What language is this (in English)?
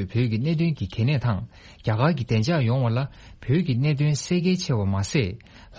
Tibetan